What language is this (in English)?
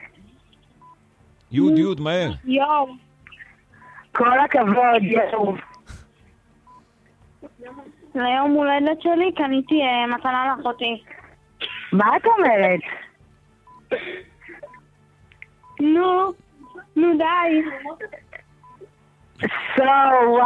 Hebrew